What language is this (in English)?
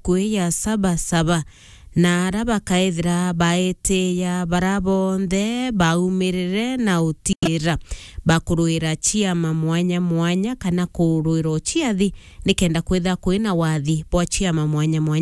Meru